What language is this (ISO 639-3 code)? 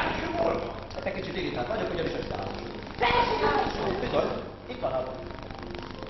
hun